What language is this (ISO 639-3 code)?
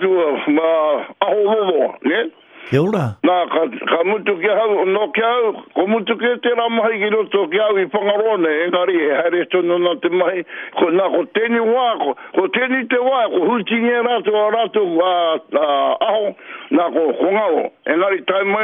mri